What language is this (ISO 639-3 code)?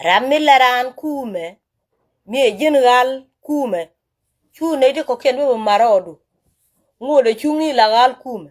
nus